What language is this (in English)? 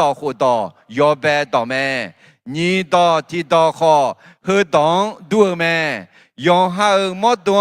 Akha